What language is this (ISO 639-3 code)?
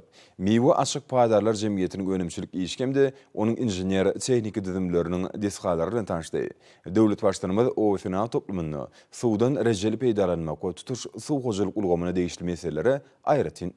tuk